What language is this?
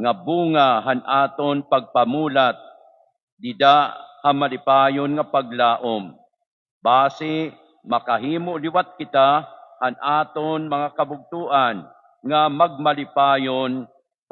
Waray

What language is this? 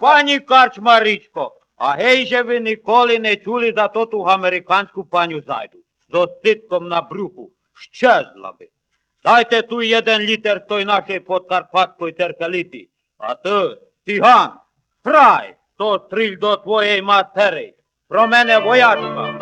Rusyn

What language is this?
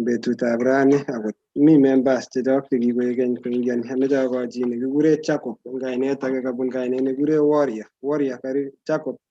Kalenjin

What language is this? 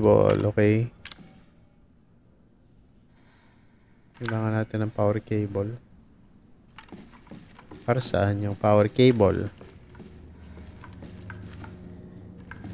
Filipino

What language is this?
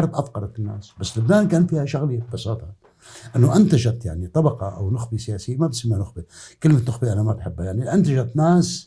North Levantine Arabic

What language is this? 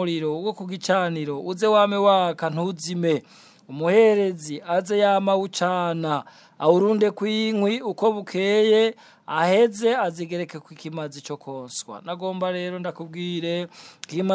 Rundi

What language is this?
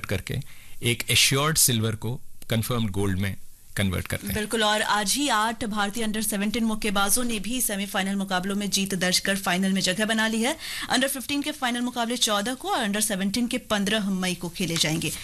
Hindi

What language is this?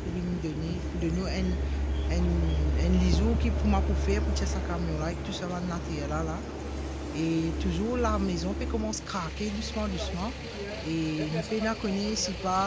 Morisyen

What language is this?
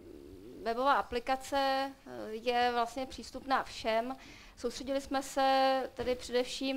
Czech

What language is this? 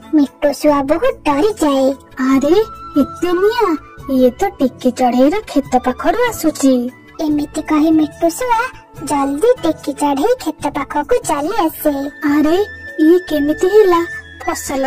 Odia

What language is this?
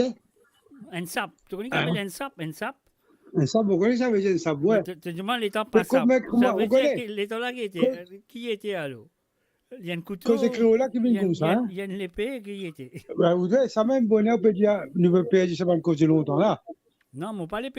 Morisyen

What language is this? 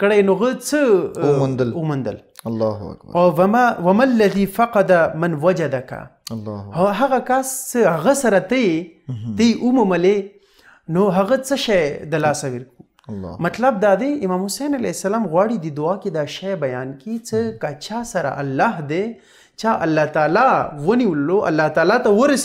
Pashto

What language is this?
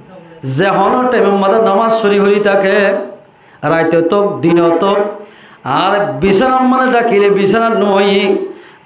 Rohingya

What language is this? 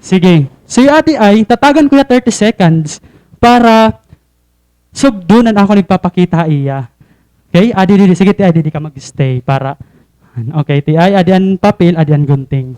Waray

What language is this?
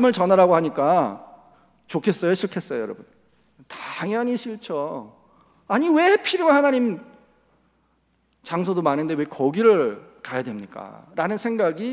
Korean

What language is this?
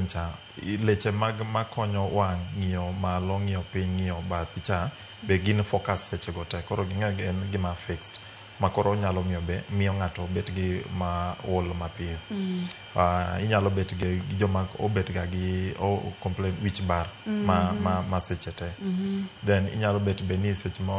Luo (Kenya and Tanzania)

